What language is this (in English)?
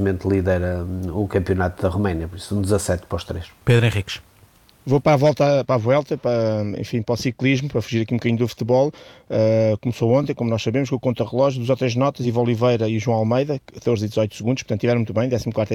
Portuguese